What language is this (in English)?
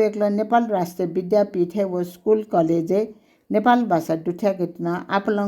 Newari